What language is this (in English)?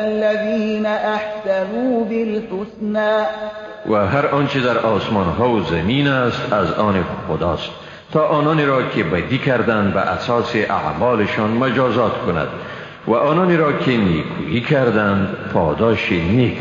Persian